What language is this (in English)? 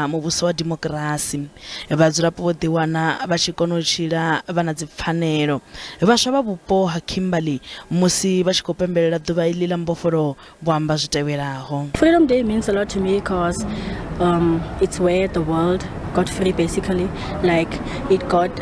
Venda